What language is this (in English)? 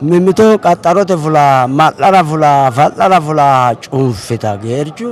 Sidamo